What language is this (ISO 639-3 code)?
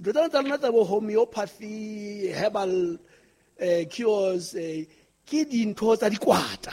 sot